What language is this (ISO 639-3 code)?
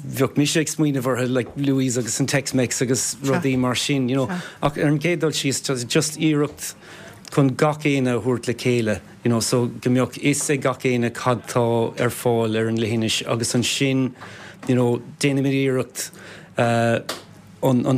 gle